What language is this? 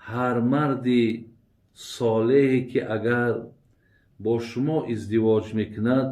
Tajik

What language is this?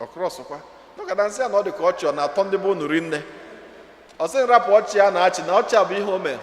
Igbo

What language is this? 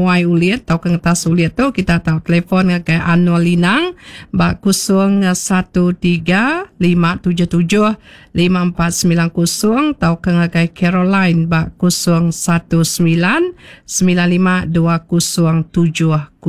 Iban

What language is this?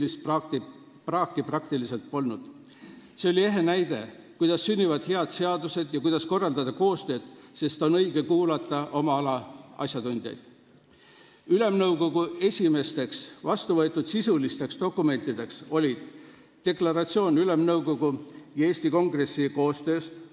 Estonian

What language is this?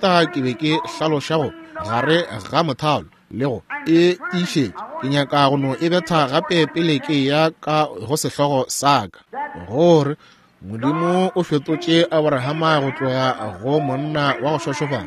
Northern Sotho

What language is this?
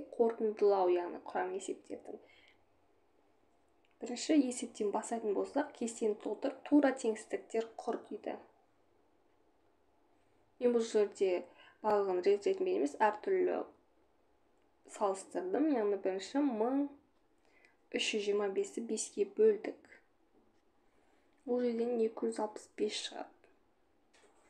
Kazakh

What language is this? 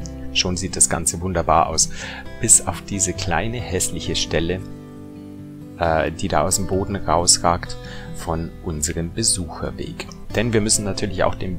German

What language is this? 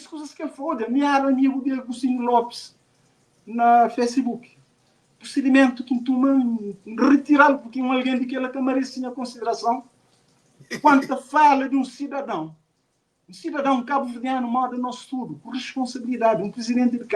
Kabuverdianu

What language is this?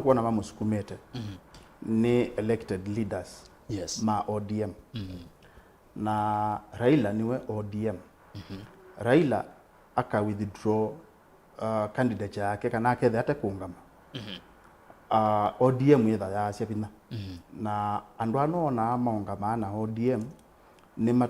Kamba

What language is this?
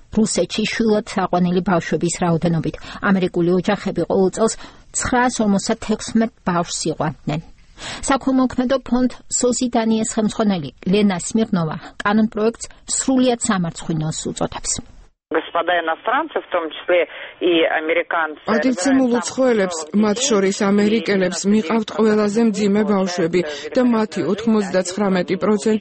Georgian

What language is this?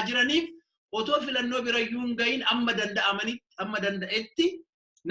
Oromo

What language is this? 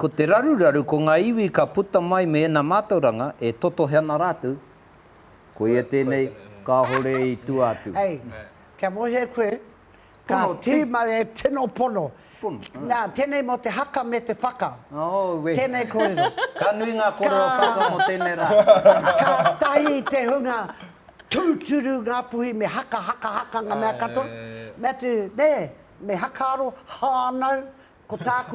Māori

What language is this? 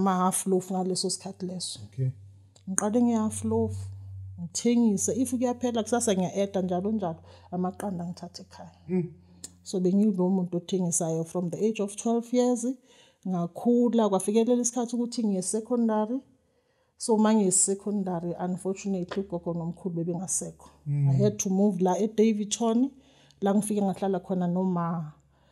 Zulu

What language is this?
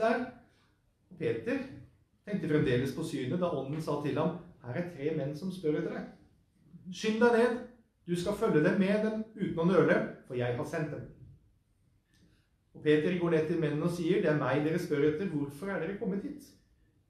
Norwegian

